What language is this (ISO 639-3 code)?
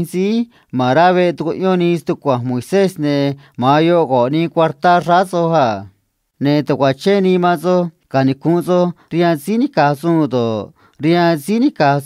trc